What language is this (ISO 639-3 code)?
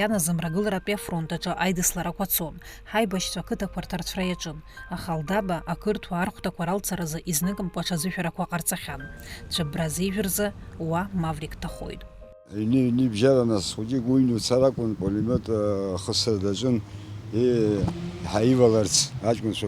abk